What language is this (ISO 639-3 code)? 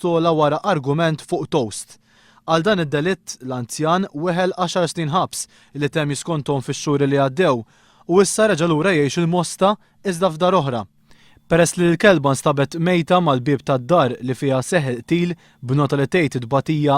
mlt